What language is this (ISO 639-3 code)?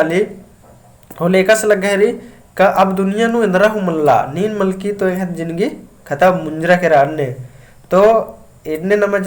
kru